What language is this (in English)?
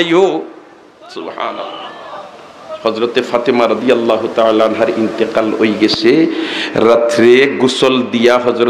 Sylheti